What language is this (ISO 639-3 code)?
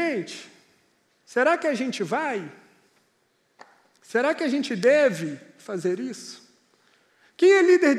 por